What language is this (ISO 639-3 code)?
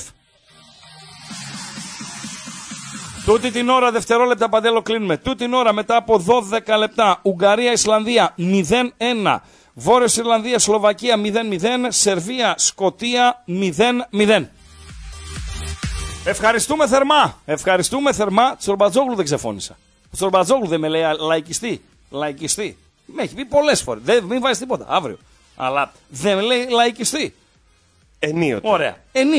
ell